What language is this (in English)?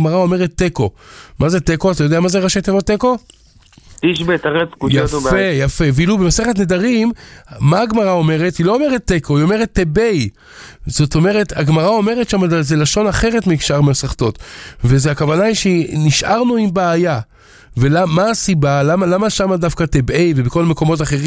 Hebrew